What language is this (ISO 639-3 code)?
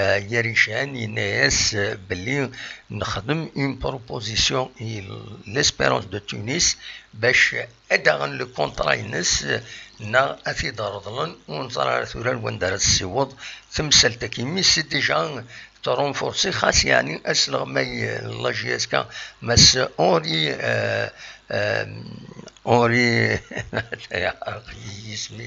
kab